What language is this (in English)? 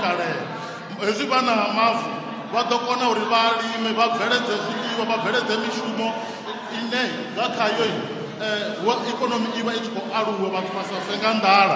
Venda